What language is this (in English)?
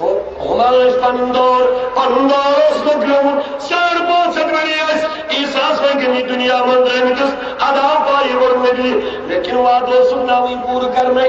Kashmiri